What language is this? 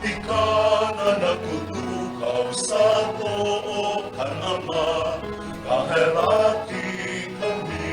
Bikol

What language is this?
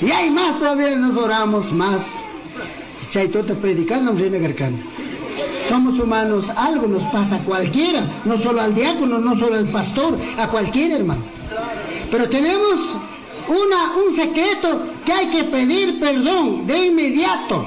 Chimborazo Highland Quichua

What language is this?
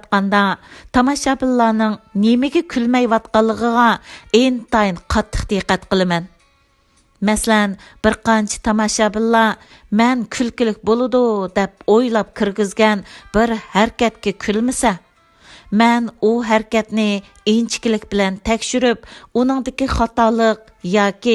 Uyghur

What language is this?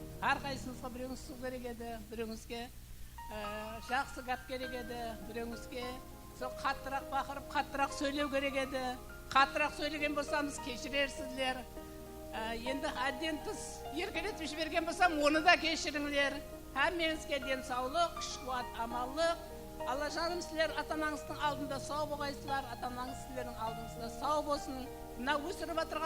Kara-Kalpak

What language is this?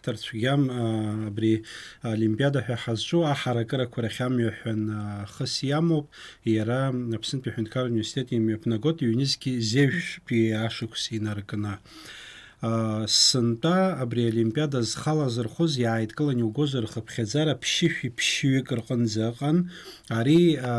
Abkhazian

